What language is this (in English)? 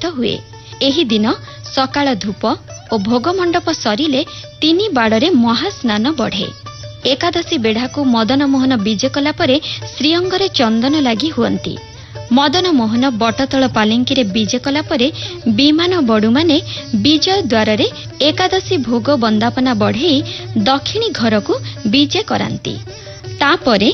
Odia